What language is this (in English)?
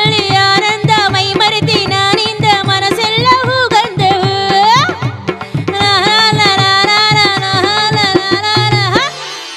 Kannada